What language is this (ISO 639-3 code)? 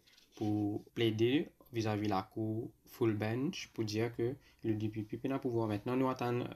mfe